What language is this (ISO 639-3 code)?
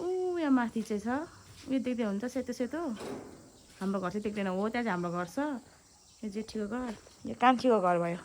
nep